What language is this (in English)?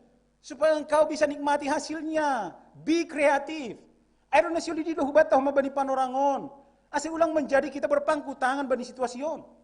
Batak Simalungun